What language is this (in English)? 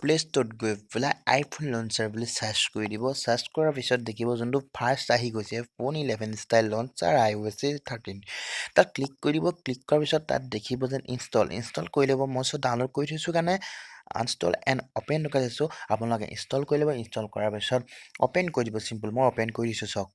Assamese